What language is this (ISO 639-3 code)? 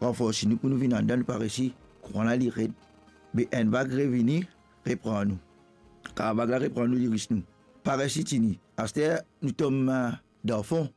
mfe